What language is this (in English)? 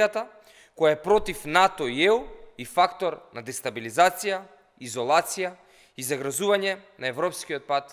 Macedonian